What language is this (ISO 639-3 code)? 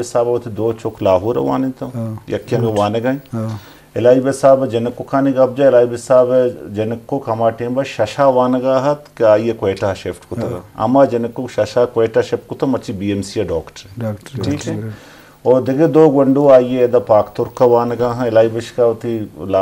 bgp